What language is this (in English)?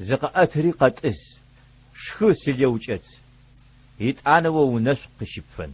Adyghe